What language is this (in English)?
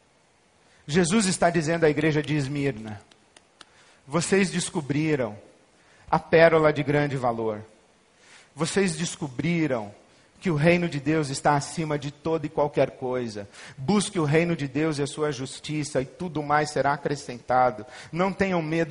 Portuguese